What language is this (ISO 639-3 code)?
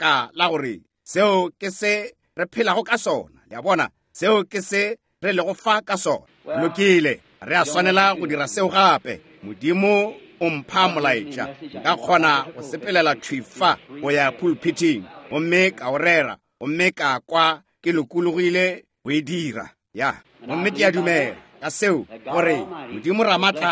nso